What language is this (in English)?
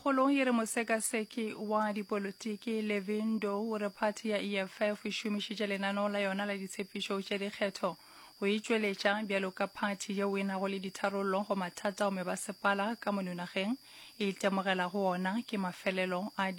Northern Sotho